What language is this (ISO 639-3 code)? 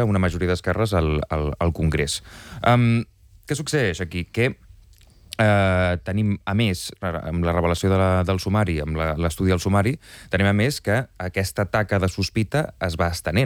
cat